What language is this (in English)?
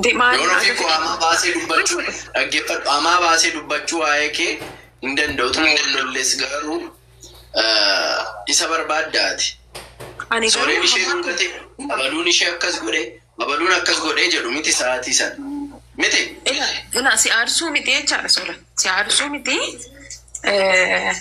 Oromo